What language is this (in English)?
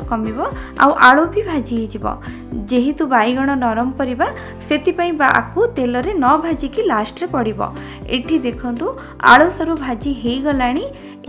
Odia